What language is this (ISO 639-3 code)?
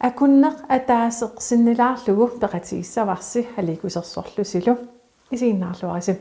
kal